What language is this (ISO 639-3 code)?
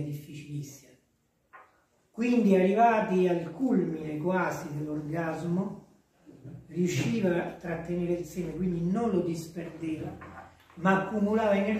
ita